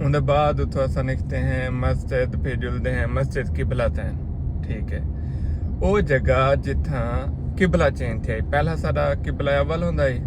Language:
Saraiki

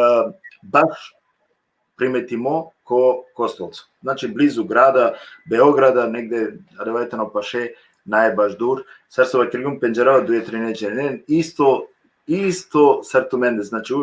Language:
Balkan Romani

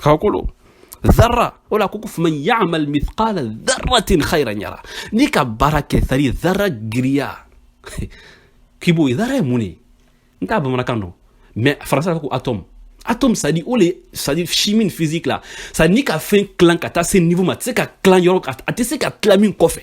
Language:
Bambara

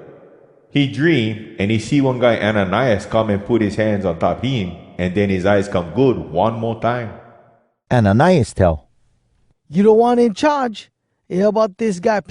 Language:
Hawai'i Creole English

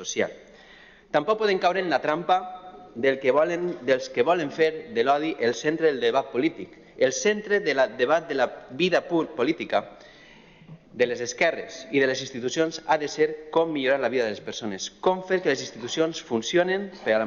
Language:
Catalan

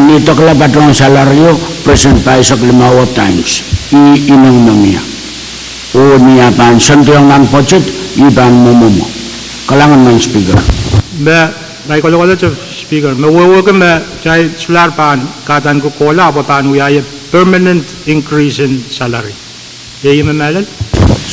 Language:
Pohnpeian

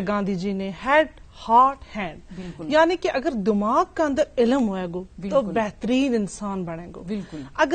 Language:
Gujari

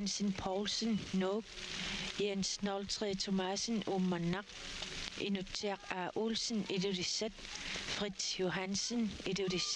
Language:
Kalaallisut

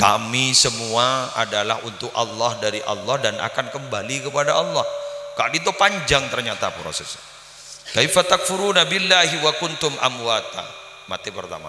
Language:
Madurese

